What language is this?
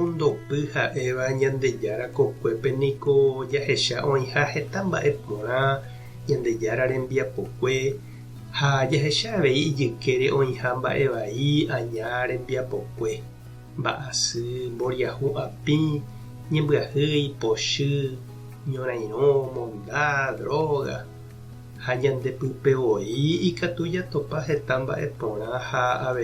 Guarani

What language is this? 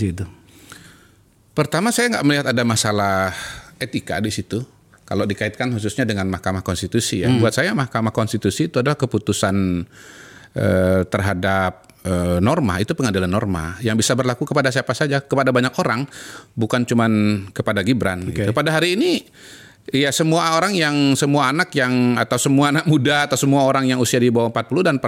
Indonesian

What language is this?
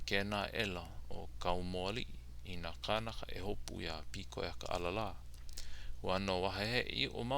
Hawaiian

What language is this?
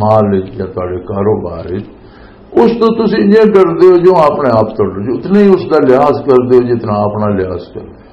Western Panjabi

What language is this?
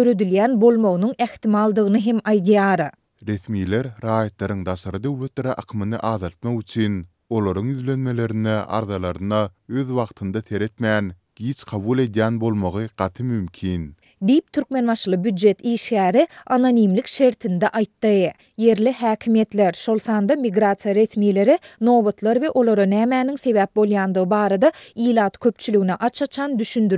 Turkmen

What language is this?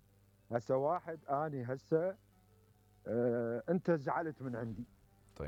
Mesopotamian Arabic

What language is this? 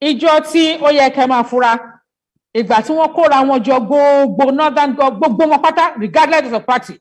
Yoruba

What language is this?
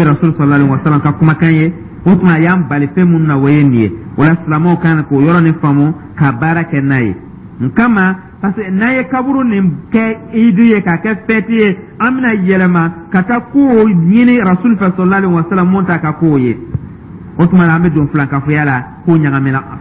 Dyula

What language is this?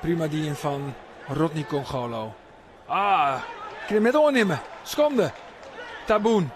Western Frisian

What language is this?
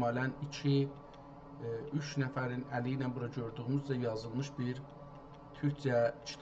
South Azerbaijani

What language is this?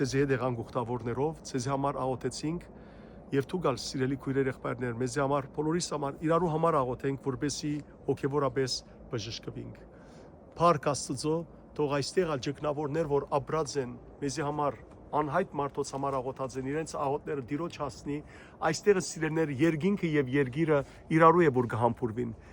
Western Armenian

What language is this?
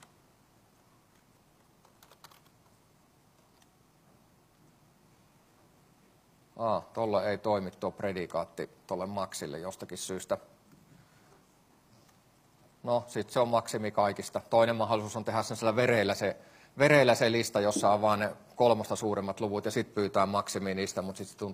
Finnish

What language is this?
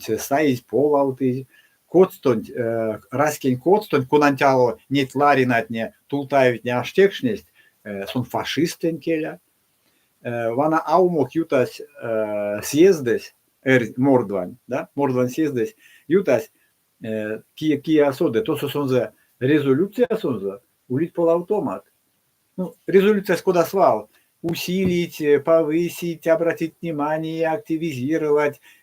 Erzya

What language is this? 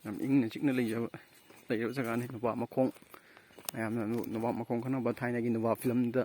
Manipuri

